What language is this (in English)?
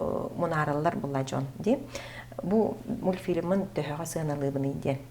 Yakut